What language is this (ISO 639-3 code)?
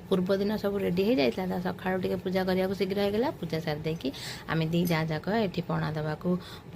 ori